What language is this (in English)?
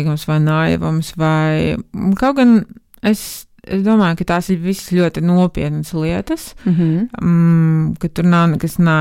Latvian